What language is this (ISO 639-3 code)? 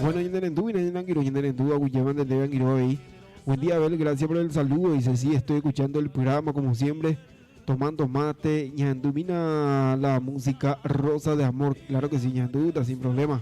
grn